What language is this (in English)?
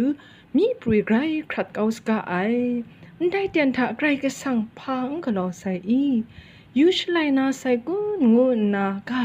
Kachin